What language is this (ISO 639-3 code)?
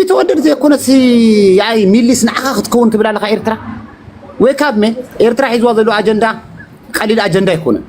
tir